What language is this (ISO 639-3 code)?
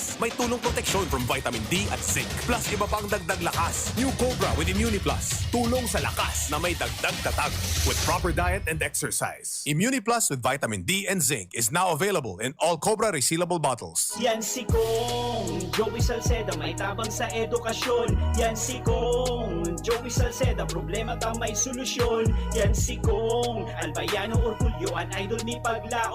bik